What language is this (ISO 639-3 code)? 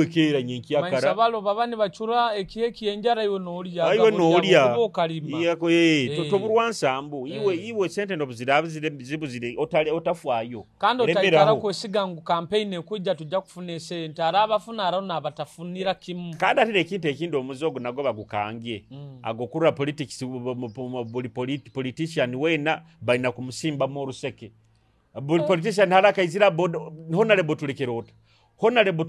nyo